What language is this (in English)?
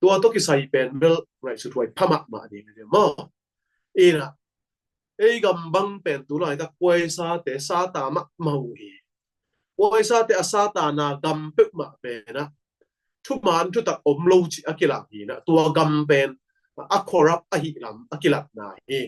Tedim Chin